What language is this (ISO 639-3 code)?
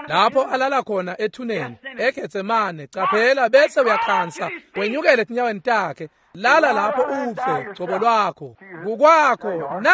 ssw